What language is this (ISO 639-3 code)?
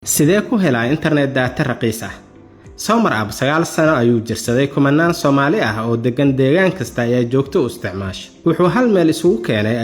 som